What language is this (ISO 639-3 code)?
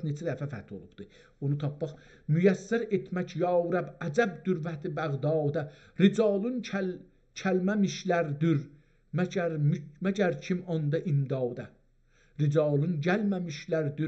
azb